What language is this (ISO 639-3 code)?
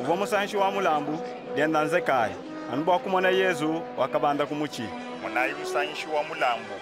lua